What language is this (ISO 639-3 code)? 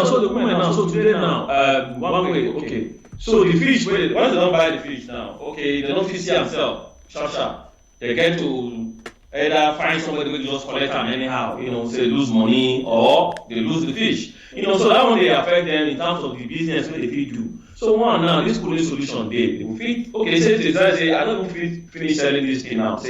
pcm